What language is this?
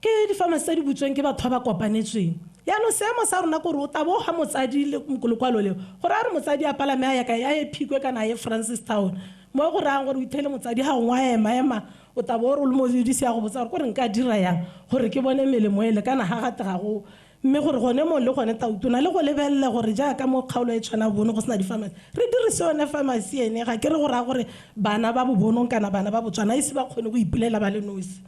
Tswana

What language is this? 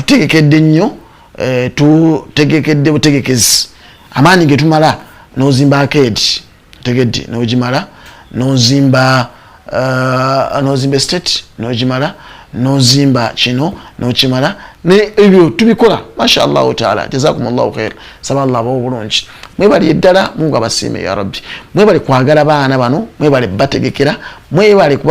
Ganda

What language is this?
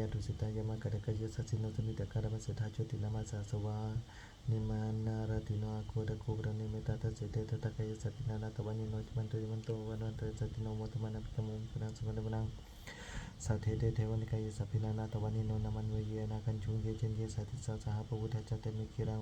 Pali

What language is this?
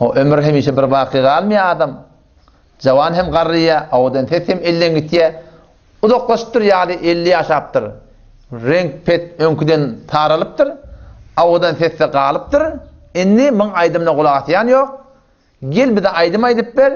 Turkmen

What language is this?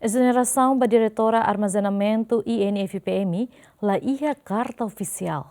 Tetum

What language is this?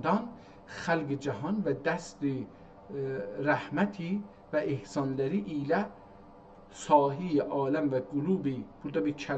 South Azerbaijani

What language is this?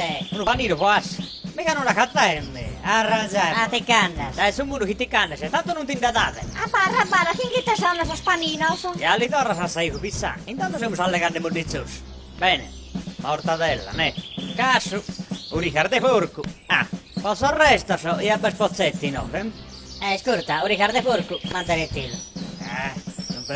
Sardinian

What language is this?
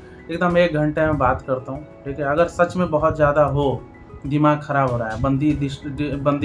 Hindi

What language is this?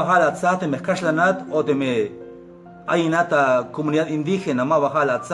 Tzeltal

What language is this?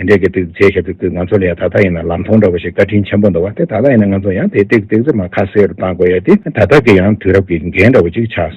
Tibetan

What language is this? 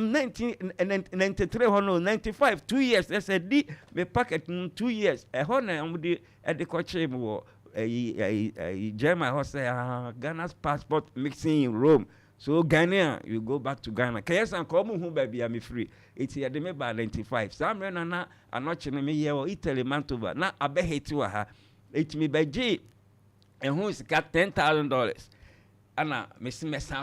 Akan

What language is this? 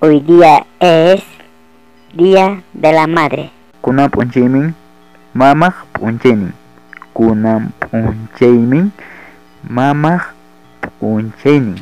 Ayacucho Quechua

